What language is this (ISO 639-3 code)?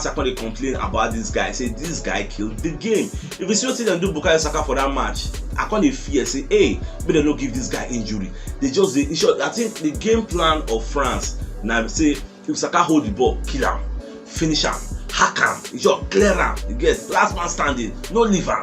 pcm